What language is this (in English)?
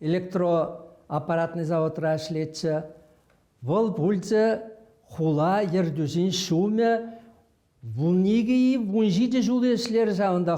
Chuvash